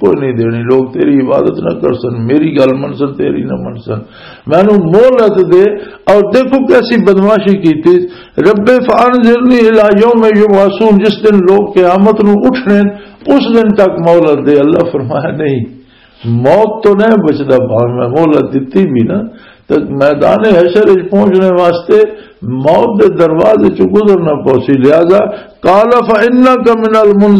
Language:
Western Panjabi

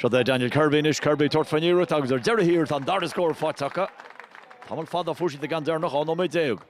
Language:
Irish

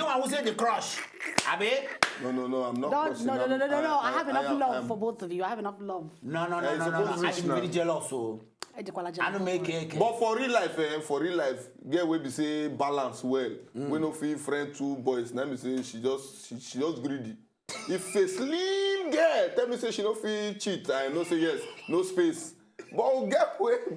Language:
Nigerian Pidgin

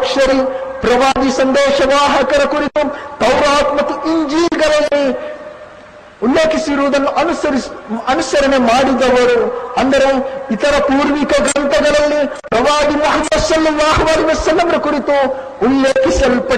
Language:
Kannada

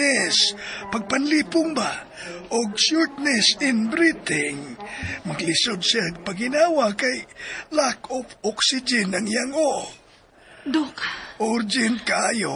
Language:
Cebuano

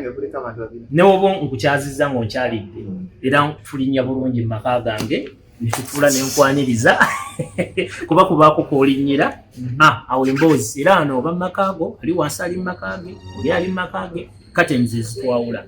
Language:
Ganda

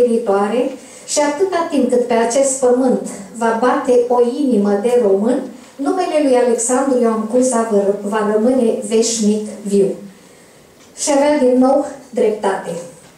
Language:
Romanian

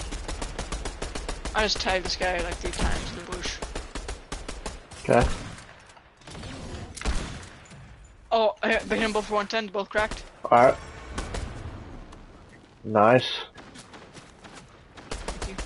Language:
English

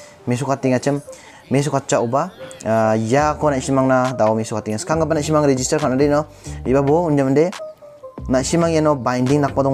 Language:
Garo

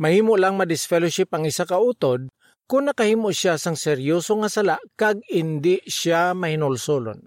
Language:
Hiligaynon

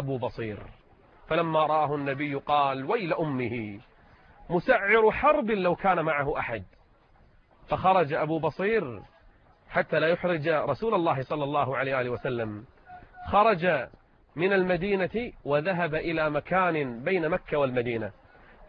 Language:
Arabic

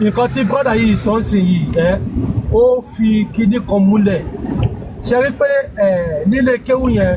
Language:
Yoruba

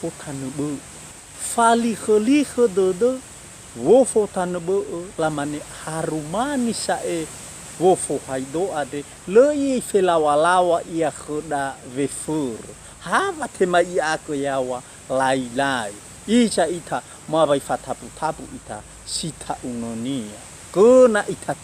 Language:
Nias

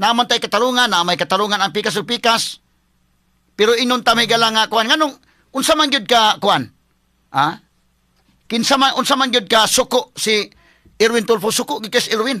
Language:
Cebuano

